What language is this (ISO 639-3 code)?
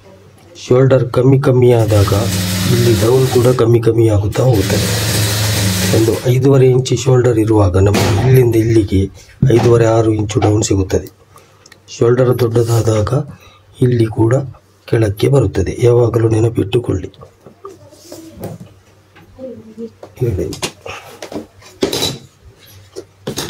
kan